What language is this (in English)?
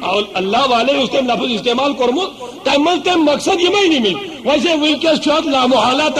Kashmiri